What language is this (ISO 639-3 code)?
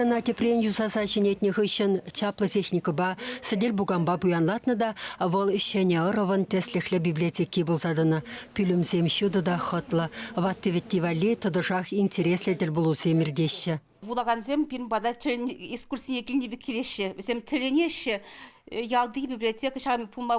chv